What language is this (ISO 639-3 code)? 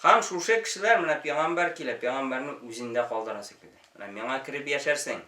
tat